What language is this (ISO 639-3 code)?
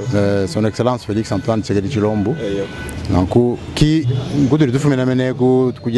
lua